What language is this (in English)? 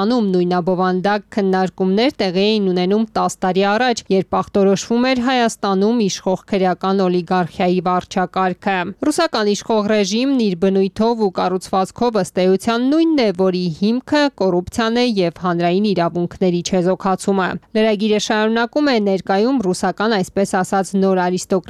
Armenian